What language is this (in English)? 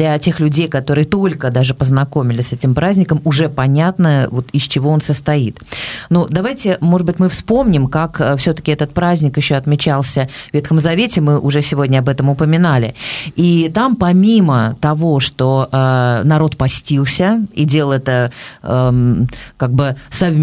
Russian